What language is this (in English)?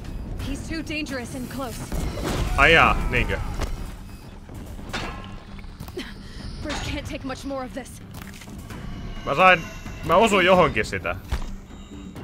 Finnish